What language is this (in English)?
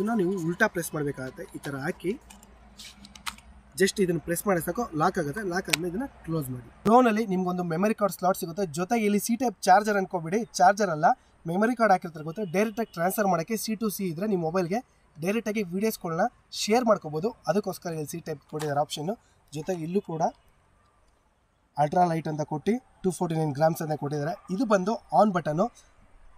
Kannada